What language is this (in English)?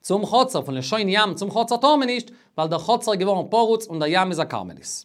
Yiddish